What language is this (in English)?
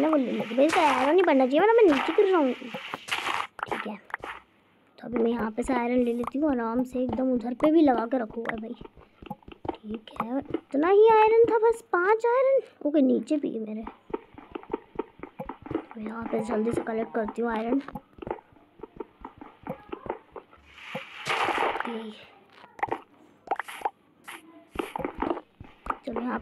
Hindi